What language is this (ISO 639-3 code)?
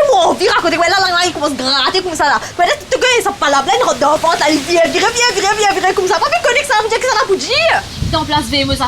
mfe